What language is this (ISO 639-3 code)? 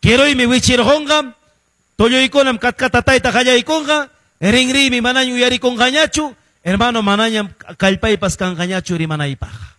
que